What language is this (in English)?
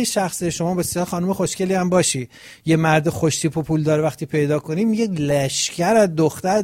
Persian